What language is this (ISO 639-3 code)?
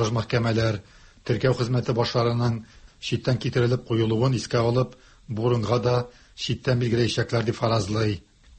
tat